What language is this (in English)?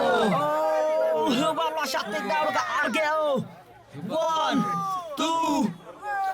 Khasi